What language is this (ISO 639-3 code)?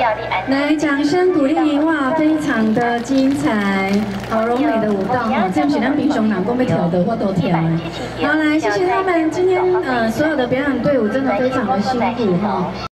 nan